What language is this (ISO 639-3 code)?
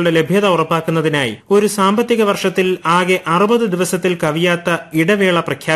mal